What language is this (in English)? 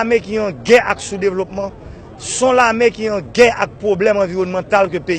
Haitian Creole